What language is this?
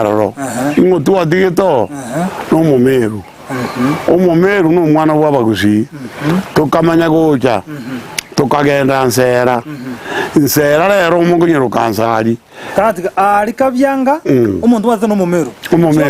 Gusii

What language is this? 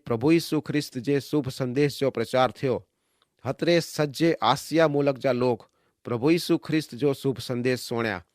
Kachhi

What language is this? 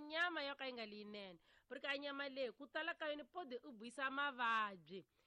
Tsonga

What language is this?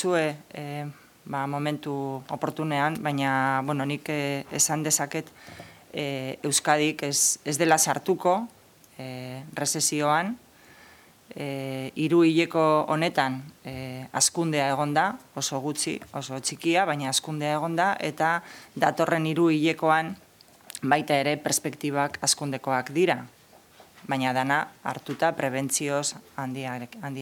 Basque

